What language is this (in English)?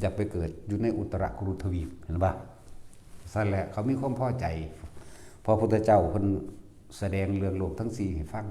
Northeastern Thai